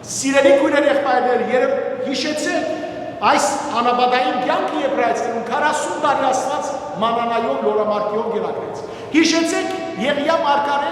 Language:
Western Armenian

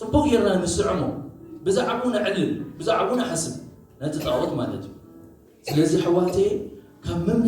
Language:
Tigrinya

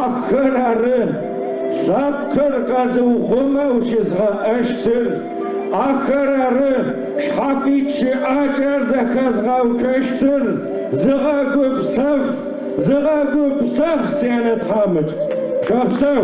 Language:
Adyghe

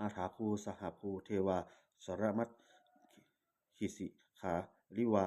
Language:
Pali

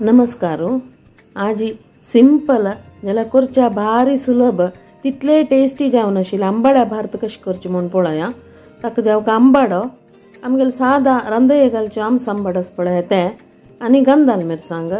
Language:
Konkani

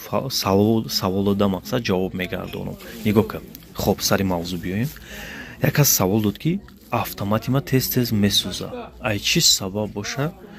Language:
Tajik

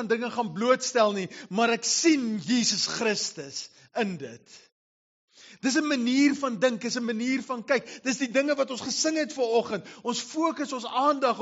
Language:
Afrikaans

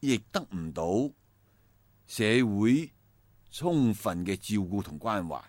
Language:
Cantonese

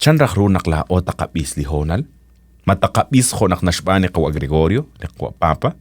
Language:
Kekchí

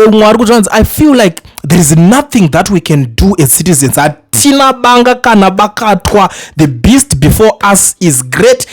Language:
Shona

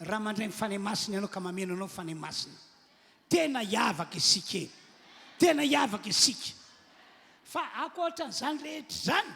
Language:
Malagasy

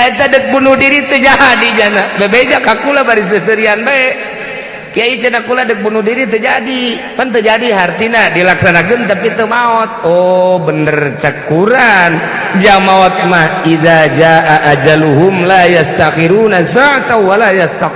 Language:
Sundanese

